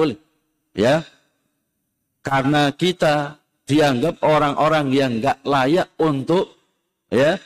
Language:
Indonesian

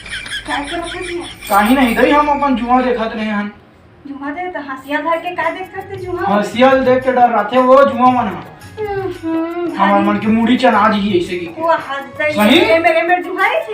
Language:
Chhattisgarhi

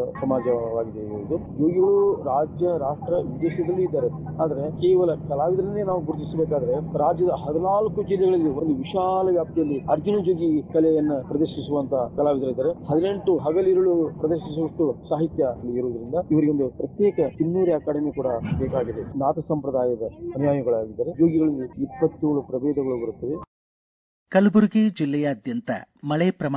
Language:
Kannada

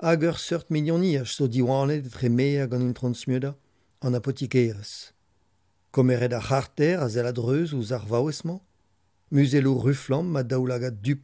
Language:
Breton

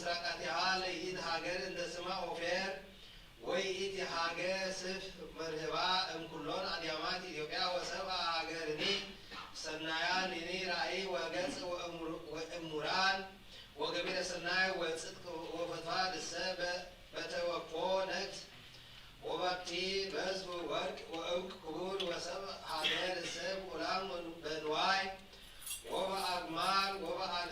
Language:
Geez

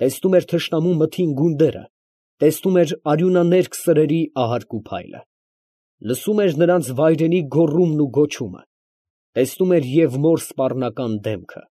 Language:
Armenian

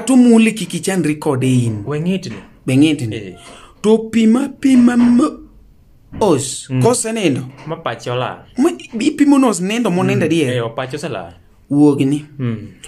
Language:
Luo (Kenya and Tanzania)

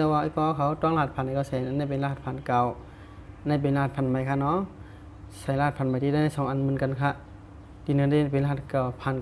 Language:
Shan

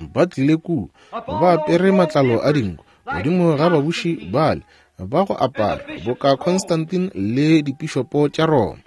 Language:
Northern Sotho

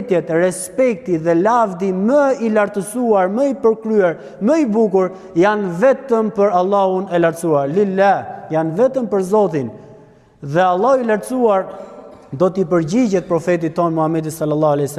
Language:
Albanian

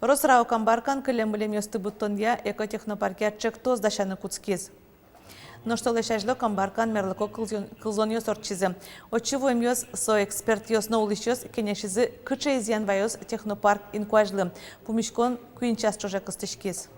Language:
Udmurt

